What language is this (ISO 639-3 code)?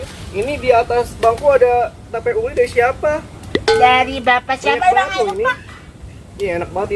bew